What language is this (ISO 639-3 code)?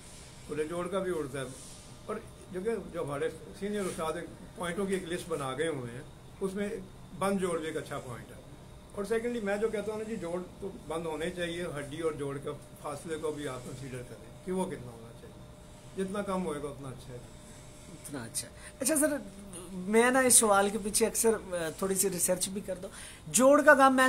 hin